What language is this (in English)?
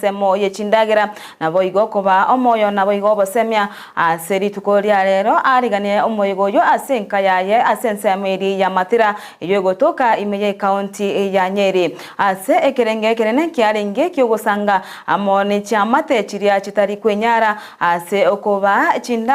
Gusii